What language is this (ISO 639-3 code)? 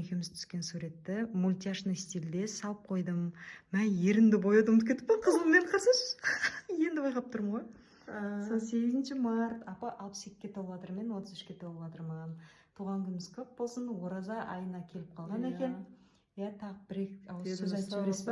kaz